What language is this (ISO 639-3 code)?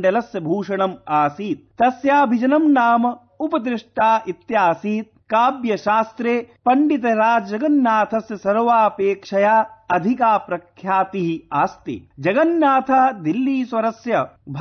san